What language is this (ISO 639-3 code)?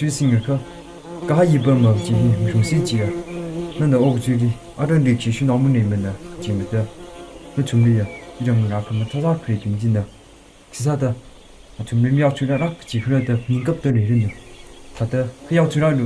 nmf